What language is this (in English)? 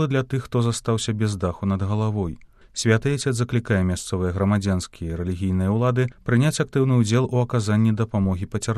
Belarusian